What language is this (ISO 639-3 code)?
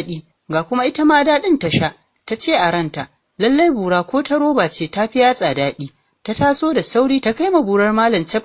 hau